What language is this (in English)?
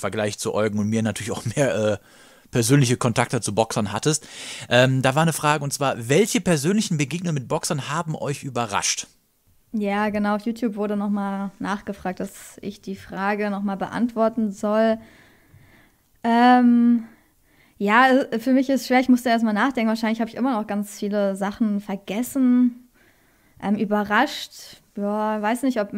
German